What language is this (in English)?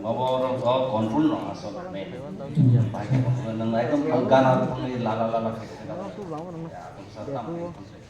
Kok Borok